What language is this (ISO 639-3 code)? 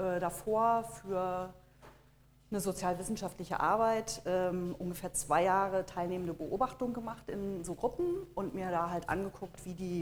deu